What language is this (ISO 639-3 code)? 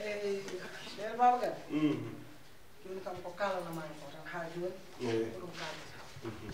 ful